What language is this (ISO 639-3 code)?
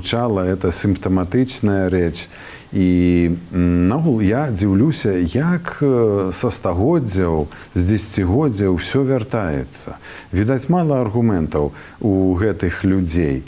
bel